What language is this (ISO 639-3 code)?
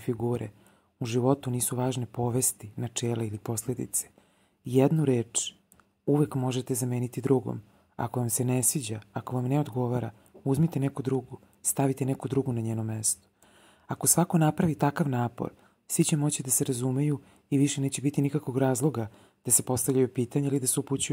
srp